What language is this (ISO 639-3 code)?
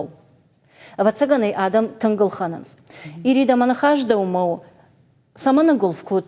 oss